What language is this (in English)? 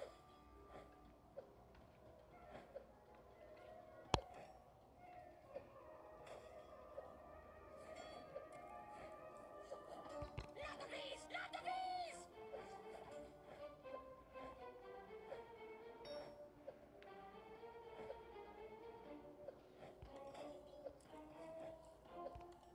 English